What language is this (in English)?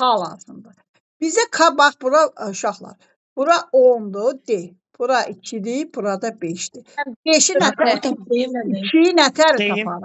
Azerbaijani